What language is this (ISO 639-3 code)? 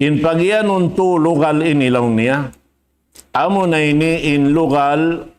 tsg